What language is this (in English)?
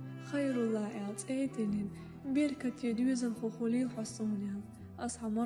Chechen